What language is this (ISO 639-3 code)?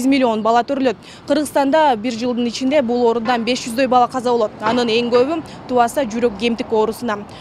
kir